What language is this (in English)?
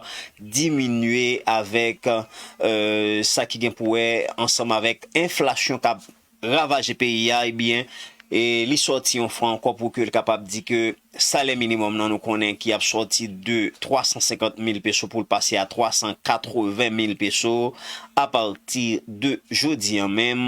Haitian Creole